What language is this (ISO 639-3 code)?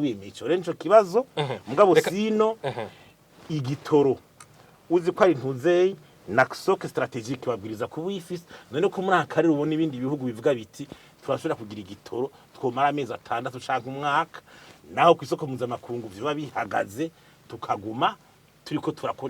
run